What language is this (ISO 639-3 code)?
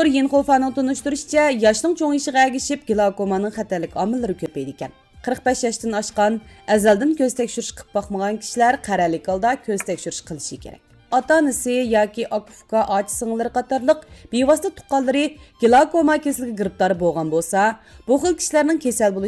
uig